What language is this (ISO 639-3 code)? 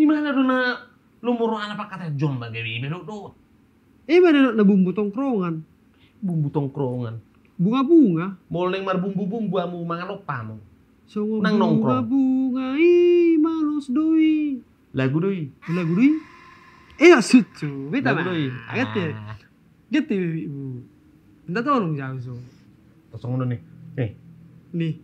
bbc